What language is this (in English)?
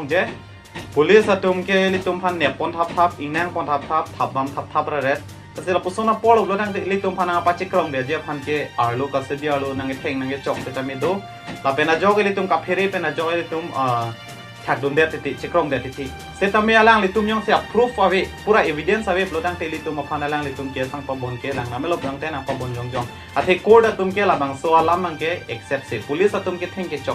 Karbi